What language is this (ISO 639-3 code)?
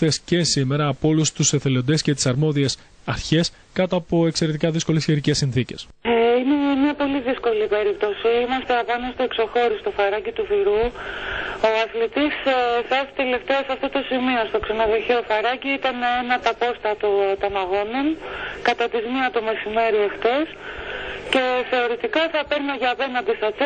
ell